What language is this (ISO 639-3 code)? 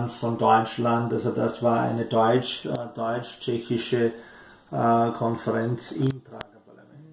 deu